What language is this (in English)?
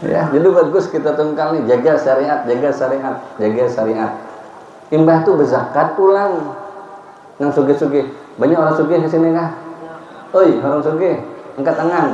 Banjar